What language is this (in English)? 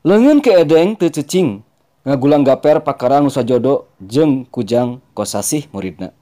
Sundanese